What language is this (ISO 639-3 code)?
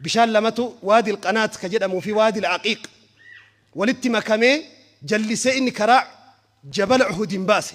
orm